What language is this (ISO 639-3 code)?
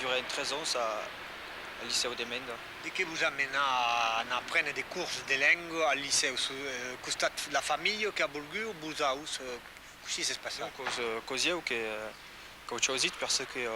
oci